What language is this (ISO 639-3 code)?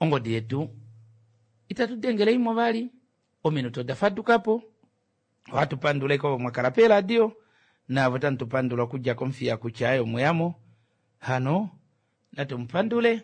kua